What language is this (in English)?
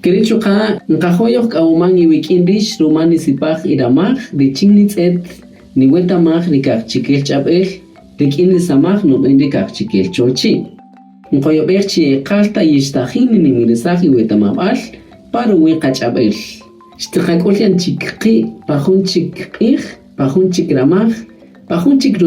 Kaqchikel